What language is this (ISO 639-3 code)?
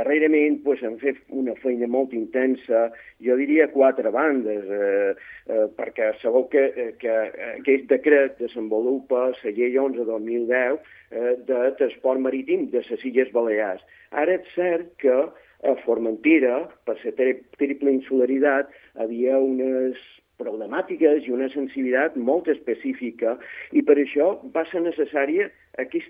cat